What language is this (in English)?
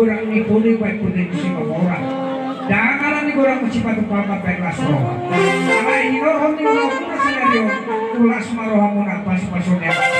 Batak Toba